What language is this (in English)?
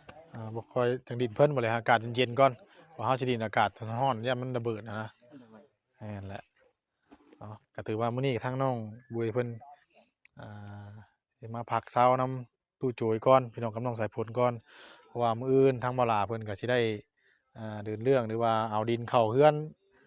Northeastern Thai